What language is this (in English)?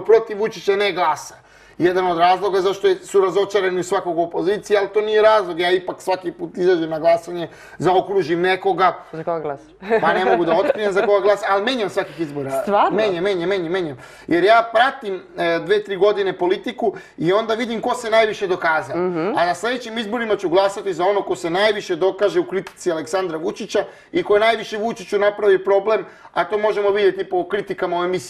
Serbian